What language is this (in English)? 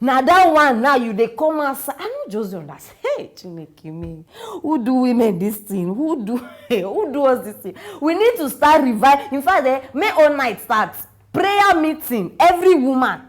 Nigerian Pidgin